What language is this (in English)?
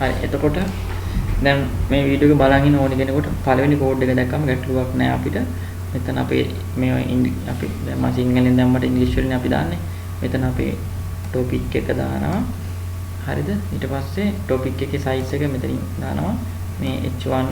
Sinhala